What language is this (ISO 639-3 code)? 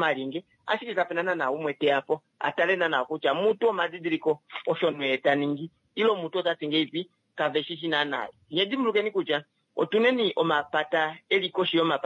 kua